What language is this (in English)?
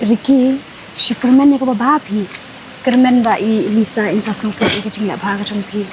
Khasi